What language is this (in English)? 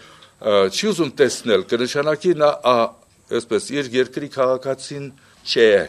Armenian